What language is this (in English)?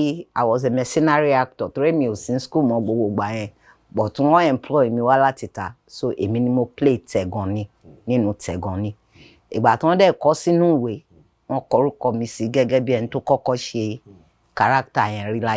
Yoruba